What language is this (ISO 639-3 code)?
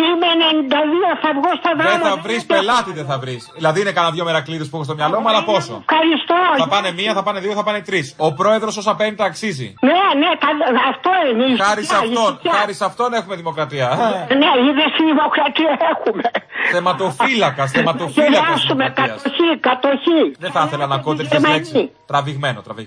ell